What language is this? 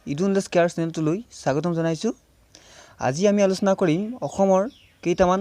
Assamese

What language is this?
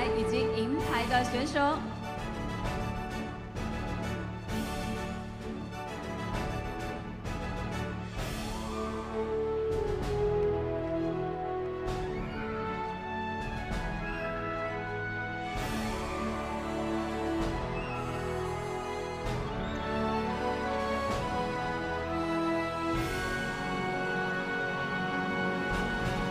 Chinese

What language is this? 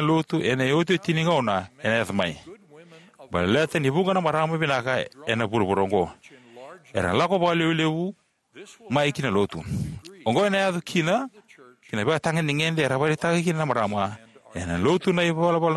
Fijian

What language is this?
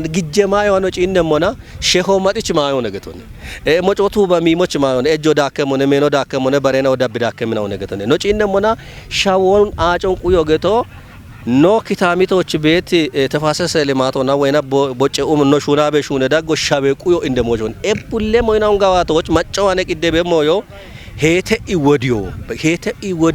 Kafa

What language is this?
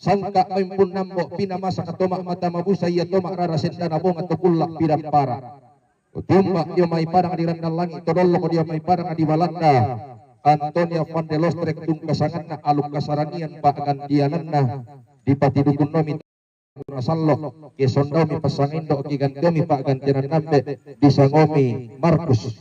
Toraja-Sa'dan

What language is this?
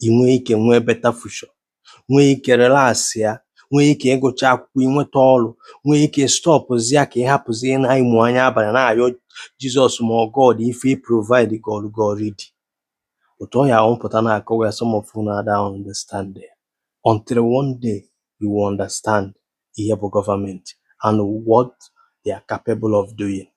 Igbo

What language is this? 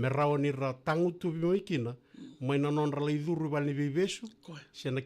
Fijian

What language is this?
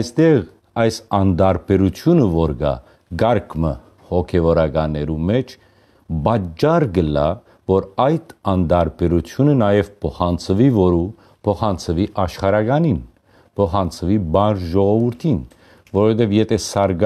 Western Armenian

